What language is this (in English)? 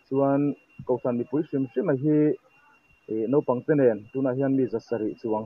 Mizo